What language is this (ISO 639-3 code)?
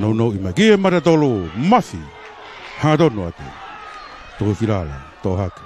ton